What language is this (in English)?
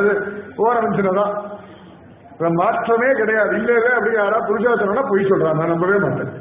Tamil